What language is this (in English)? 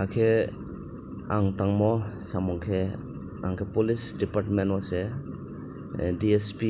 Riang (India)